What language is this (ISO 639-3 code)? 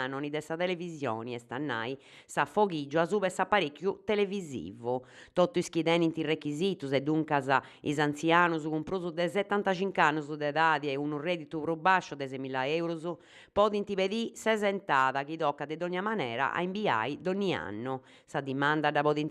srd